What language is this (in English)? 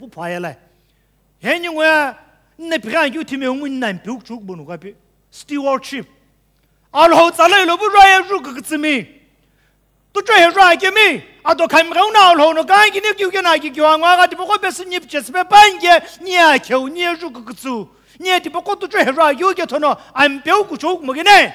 Sumi Naga